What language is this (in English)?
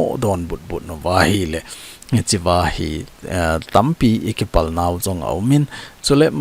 Thado Chin